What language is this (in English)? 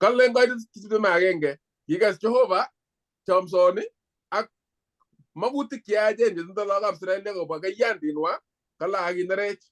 Kalenjin